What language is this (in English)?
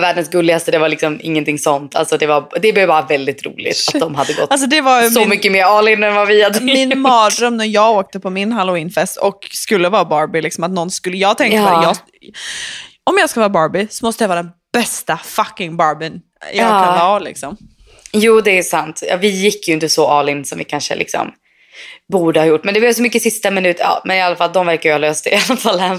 Swedish